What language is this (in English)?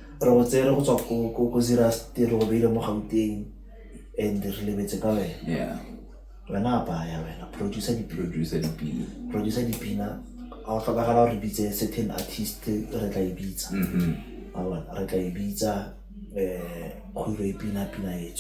Tswana